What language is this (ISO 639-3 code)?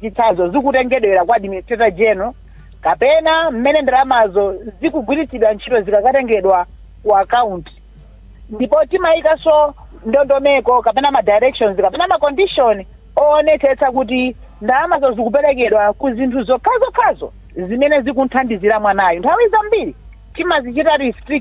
nya